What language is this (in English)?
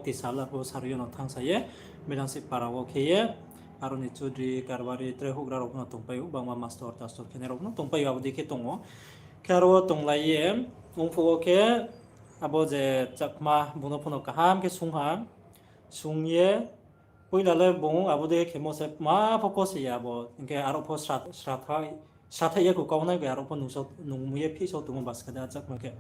Riang (India)